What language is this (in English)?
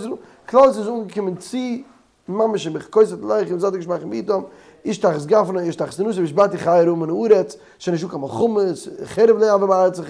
Yiddish